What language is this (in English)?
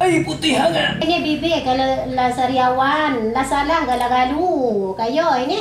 Minangkabau